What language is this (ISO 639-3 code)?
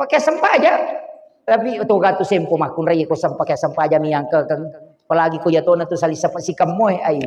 bug